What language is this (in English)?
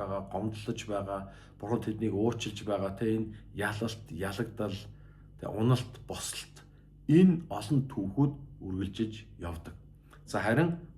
Mongolian